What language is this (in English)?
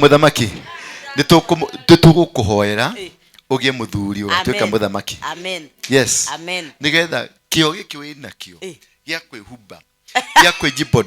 Kikuyu